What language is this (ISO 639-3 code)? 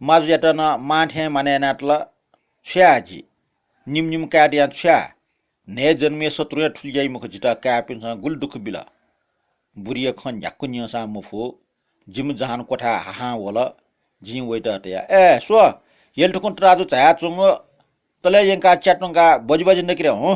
new